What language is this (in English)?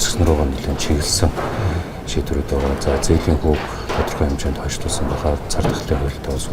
Mongolian